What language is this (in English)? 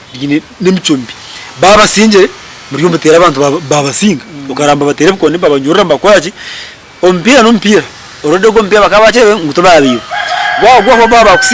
Nyankole